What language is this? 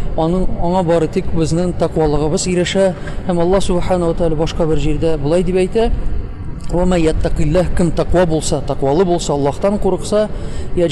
Tatar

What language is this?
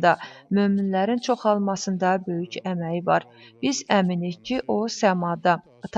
Azerbaijani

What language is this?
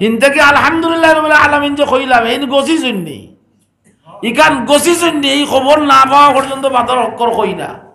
Sylheti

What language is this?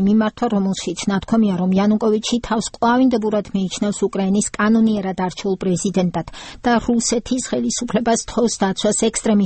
Georgian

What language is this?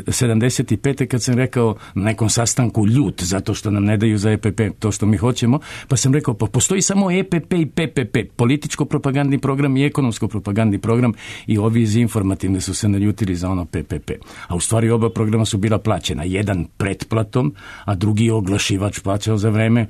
Serbian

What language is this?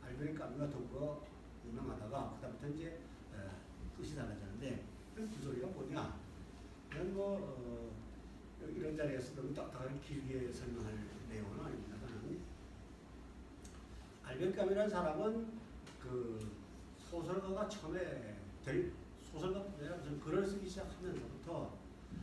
Korean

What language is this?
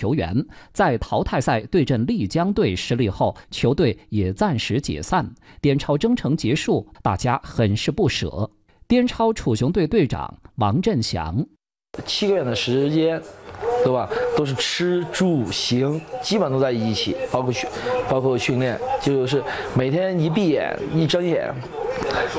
Chinese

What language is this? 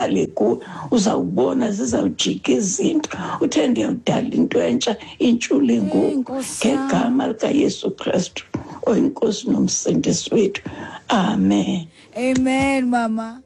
Xhosa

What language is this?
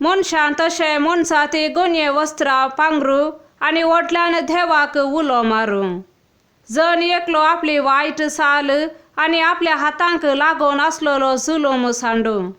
Konkani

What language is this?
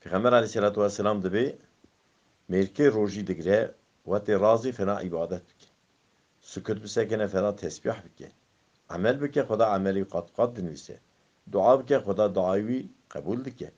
Kurdish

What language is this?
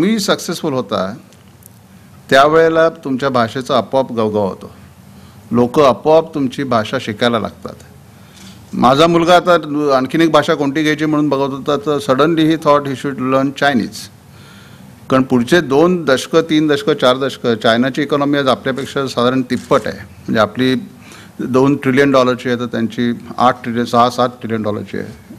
Marathi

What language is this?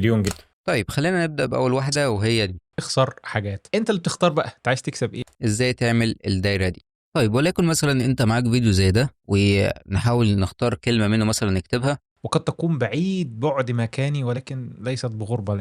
Egyptian Arabic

